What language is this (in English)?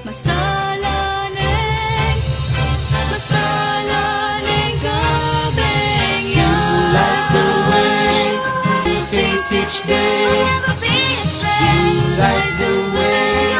Pampanga